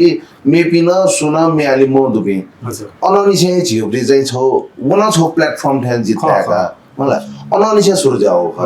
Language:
Newari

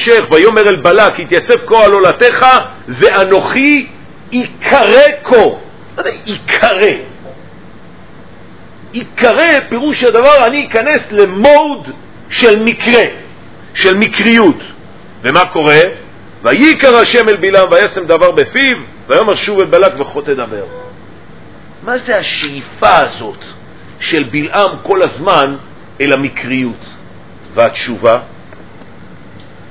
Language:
Hebrew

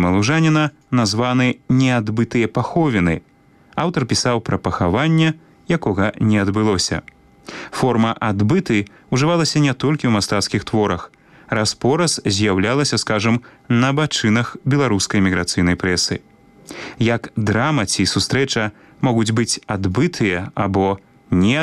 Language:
Belarusian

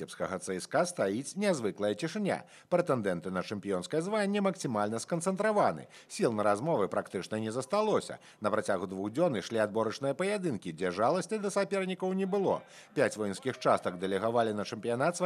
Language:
Belarusian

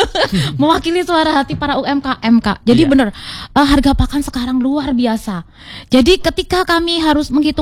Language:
Indonesian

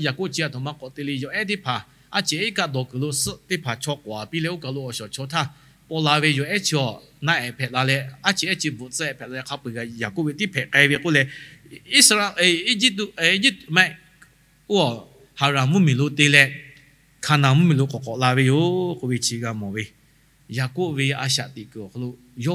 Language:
Lahu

